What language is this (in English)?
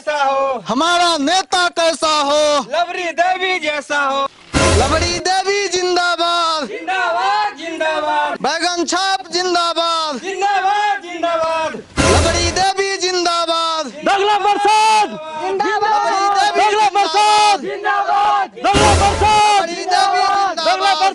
Bhojpuri